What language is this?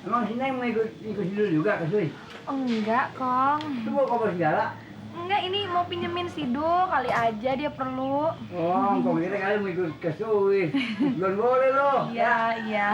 Betawi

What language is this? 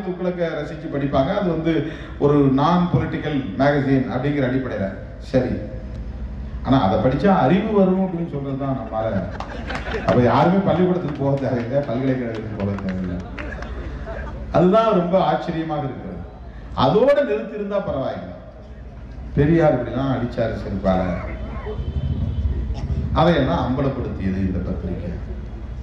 Tamil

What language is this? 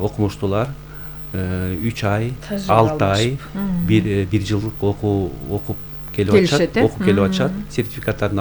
Kyrgyz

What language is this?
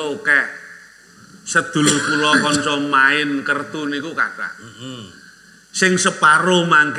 Javanese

